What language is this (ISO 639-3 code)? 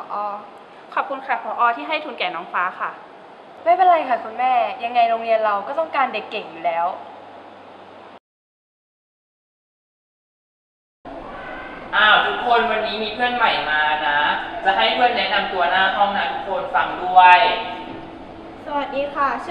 tha